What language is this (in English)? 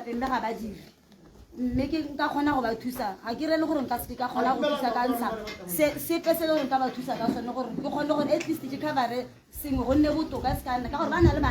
Tswana